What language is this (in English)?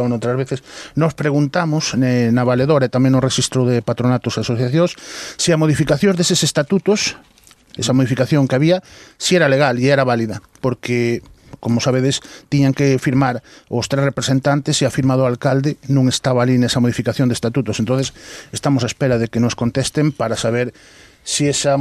Galician